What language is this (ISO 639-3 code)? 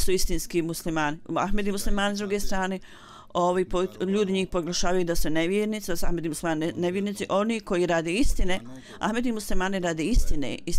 bos